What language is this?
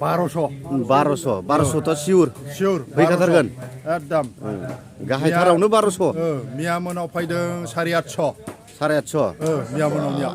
Bodo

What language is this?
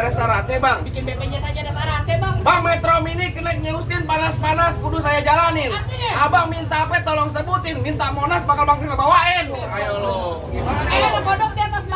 Betawi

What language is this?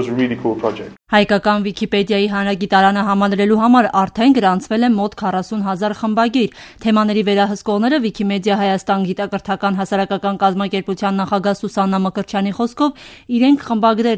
Armenian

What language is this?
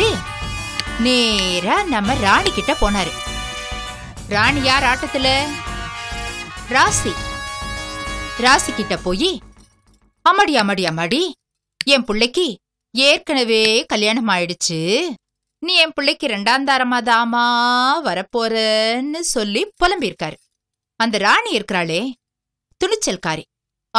Tamil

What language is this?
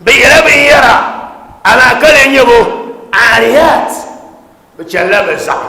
Dagbani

